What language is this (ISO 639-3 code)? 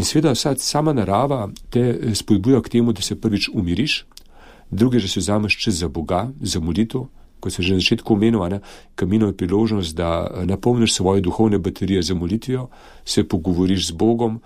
slv